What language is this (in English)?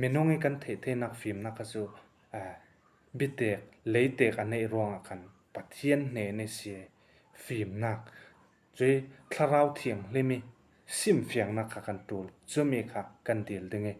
Falam Chin